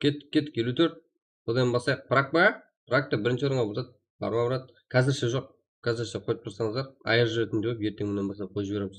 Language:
Kara-Kalpak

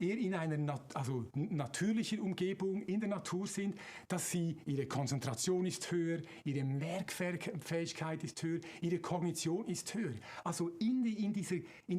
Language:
Swiss German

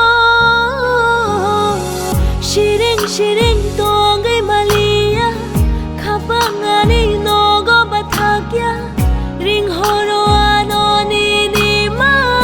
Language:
Kok Borok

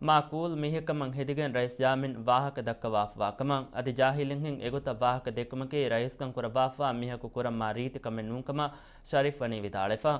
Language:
Divehi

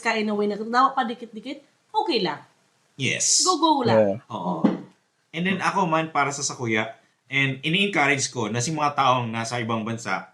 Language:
Bikol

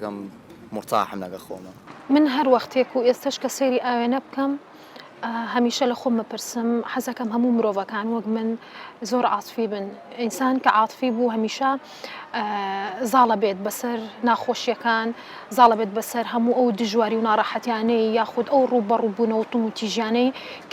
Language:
Central Kurdish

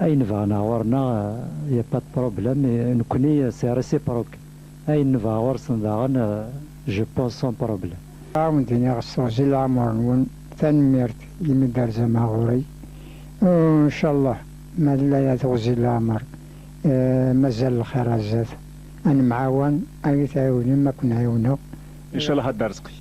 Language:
Kabyle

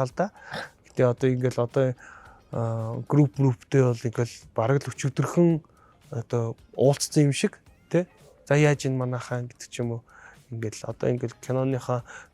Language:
Mongolian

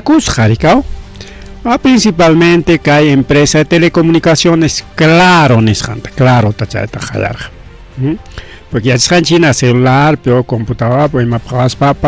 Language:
Ayacucho Quechua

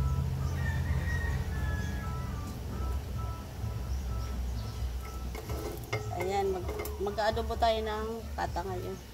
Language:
Filipino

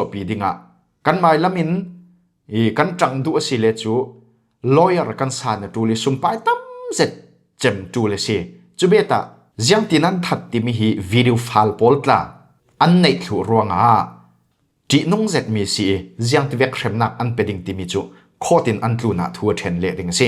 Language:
Falam Chin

